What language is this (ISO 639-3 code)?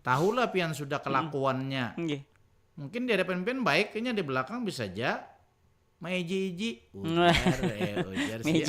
bjn